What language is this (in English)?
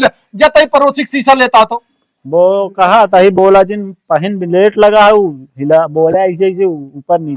Awadhi